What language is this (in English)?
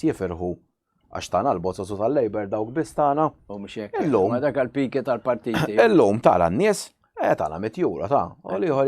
Maltese